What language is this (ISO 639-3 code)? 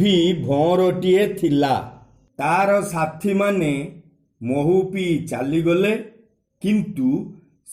ori